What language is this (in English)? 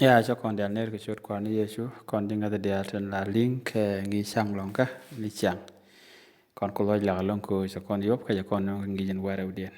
Nuer